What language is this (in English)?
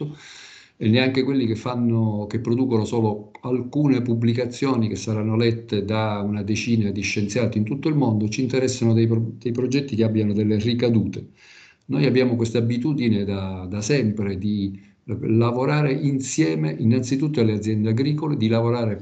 Italian